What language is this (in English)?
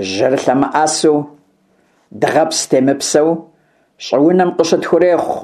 Kabardian